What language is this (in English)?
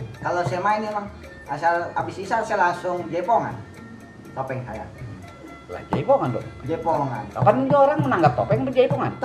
Betawi